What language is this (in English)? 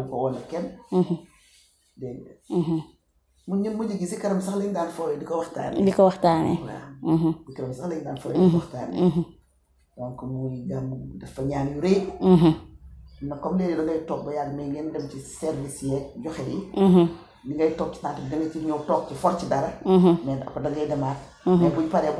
Wolof